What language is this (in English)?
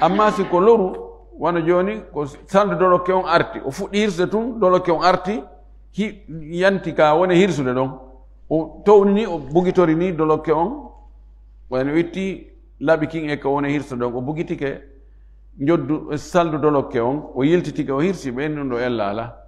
Fula